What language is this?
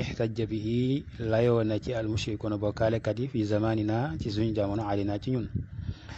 Wolof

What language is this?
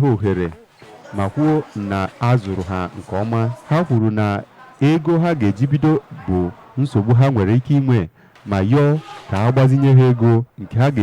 Igbo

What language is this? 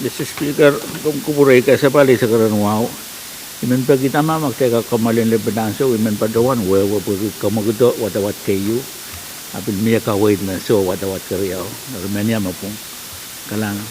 Pohnpeian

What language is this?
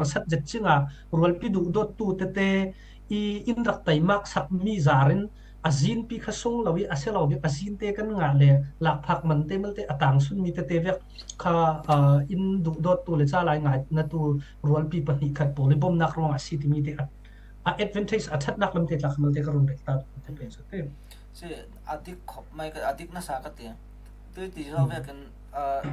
Falam Chin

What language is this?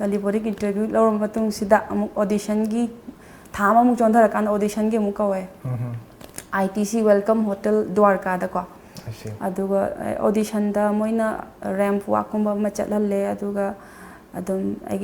Manipuri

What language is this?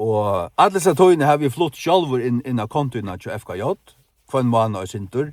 Faroese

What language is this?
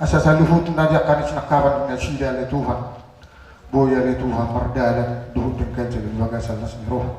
Batak Toba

